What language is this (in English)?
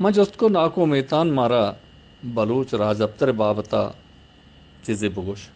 Eastern Balochi